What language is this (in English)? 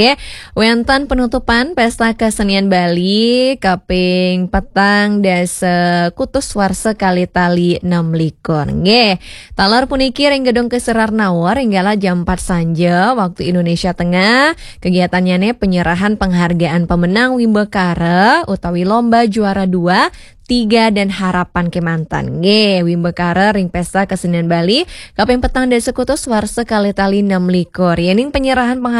Balinese